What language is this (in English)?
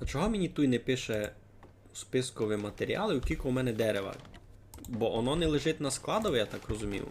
Rusyn